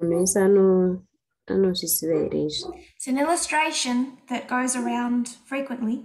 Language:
Shona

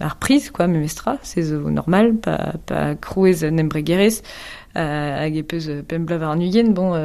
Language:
Breton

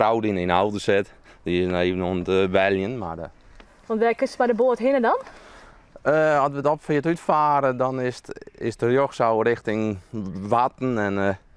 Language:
Western Frisian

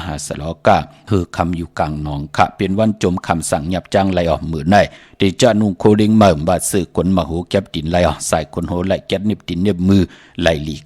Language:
Shan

